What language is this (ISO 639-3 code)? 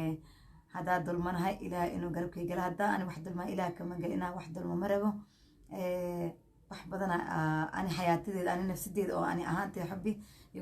som